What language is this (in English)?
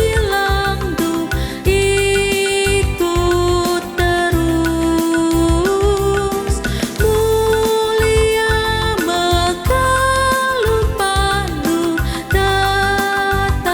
Batak Karo